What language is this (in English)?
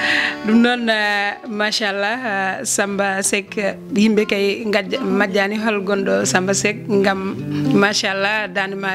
Fula